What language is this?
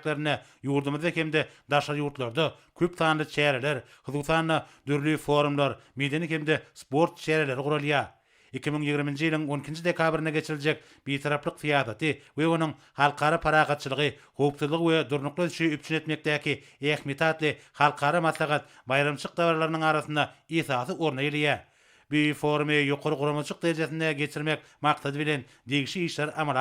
Turkmen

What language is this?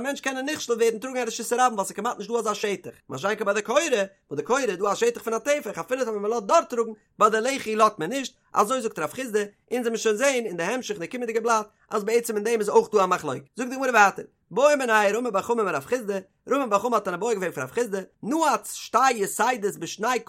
Yiddish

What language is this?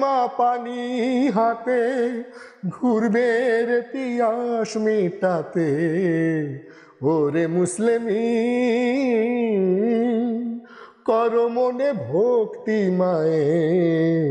Bangla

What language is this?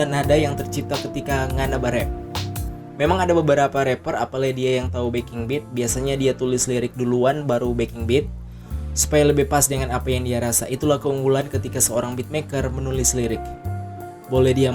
Manado Malay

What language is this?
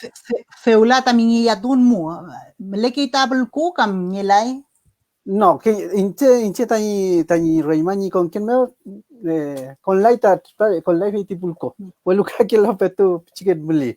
Mapuche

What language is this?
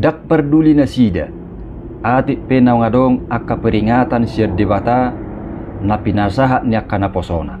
Batak Toba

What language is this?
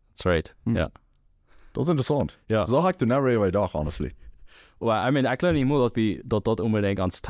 Plautdietsch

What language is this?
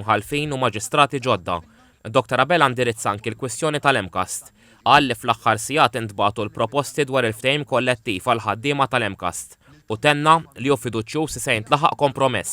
Maltese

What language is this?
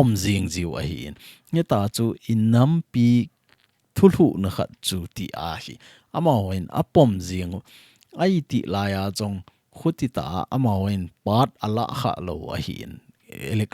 Thado Chin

